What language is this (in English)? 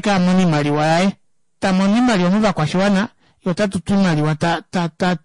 Kuanyama